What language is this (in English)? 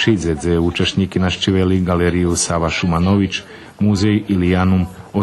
Rusyn